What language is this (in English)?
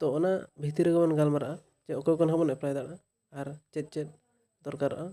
Santali